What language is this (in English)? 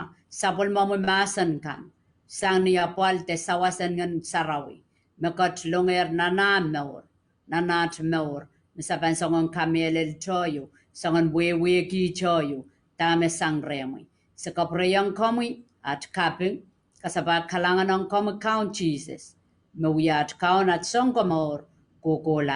Pohnpeian